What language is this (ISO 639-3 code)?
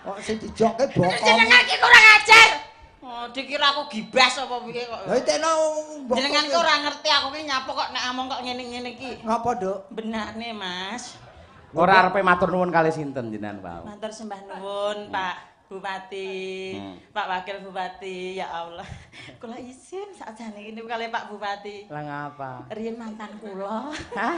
jav